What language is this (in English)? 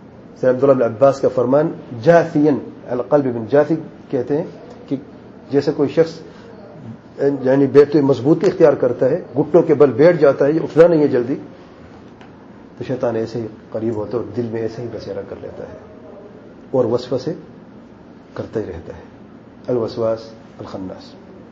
Urdu